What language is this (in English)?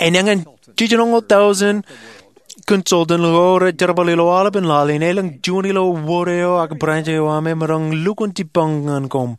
Marshallese